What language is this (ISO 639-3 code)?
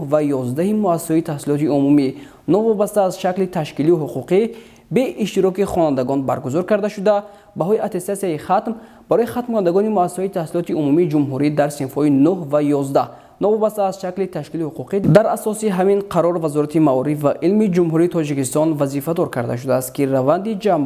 tgk